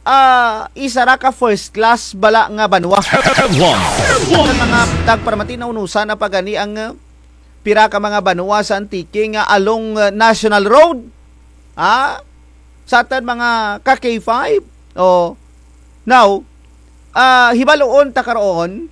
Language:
Kinaray-a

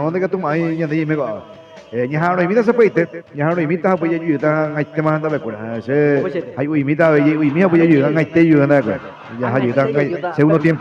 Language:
Guarani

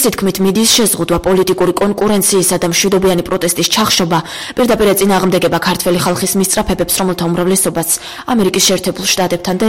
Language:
Georgian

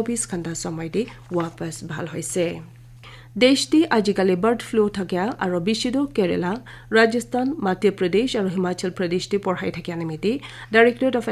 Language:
Naga Pidgin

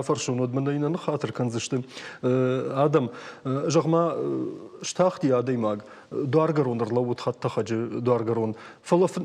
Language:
Ossetic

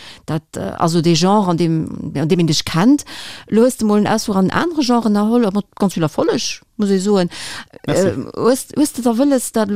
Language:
Luxembourgish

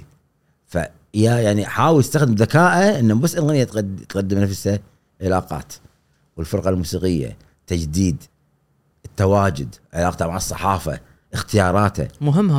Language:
Gulf Arabic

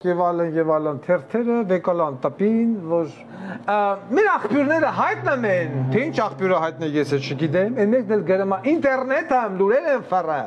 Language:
Armenian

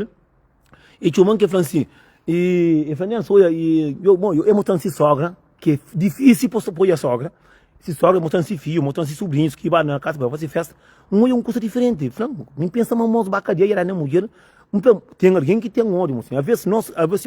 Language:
Kabuverdianu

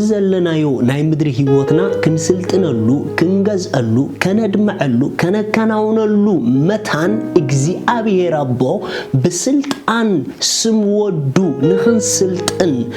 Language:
Tigrinya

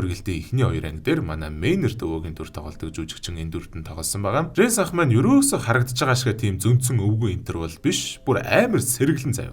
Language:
Mongolian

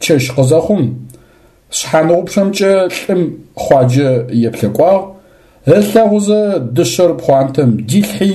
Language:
Adyghe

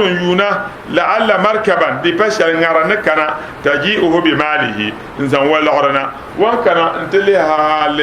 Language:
Dagbani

